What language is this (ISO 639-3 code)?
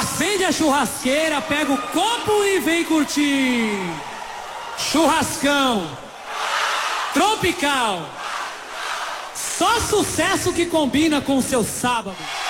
por